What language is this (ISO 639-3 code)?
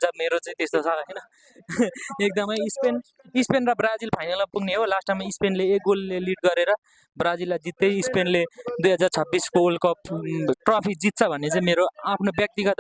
nep